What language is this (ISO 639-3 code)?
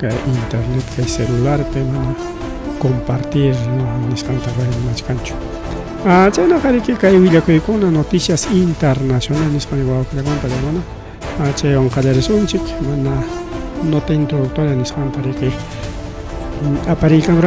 quy